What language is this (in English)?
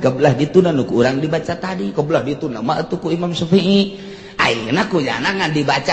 Sundanese